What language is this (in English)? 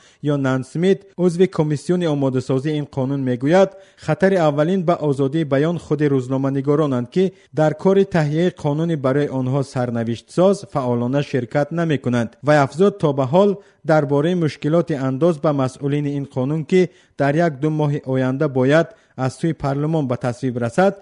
Tajik